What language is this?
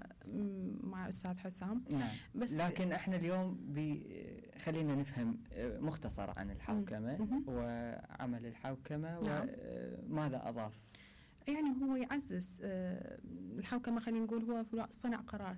Mesopotamian Arabic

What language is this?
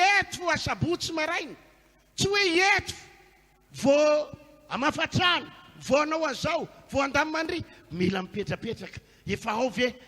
Malagasy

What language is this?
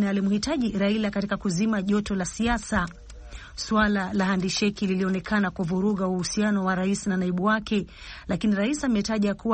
Swahili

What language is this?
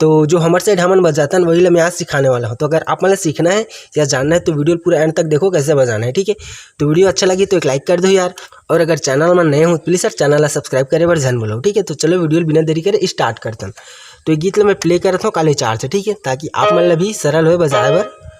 Chhattisgarhi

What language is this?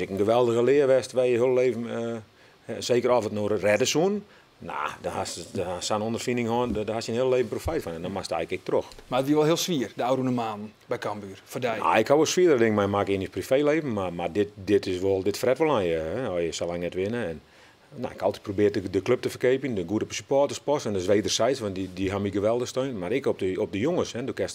Western Frisian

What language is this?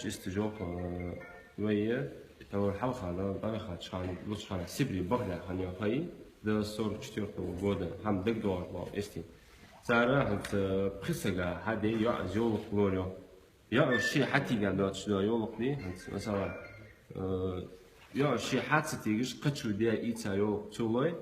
Ingush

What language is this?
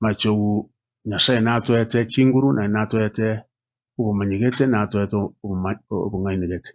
Gusii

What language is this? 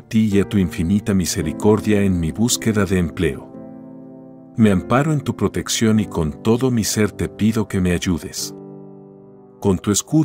Spanish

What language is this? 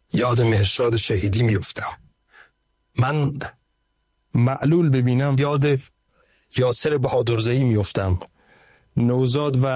Persian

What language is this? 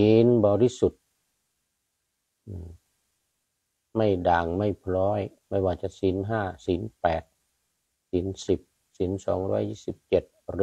Thai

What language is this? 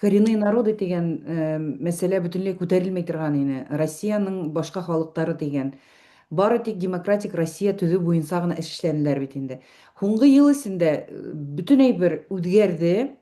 Bashkir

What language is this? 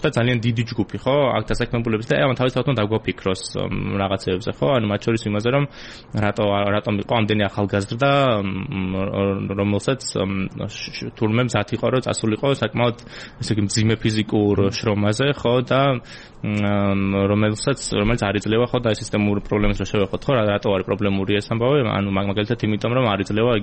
Georgian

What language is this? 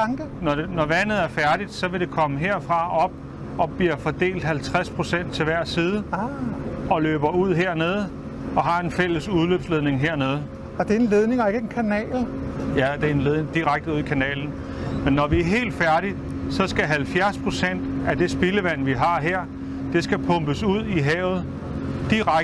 Danish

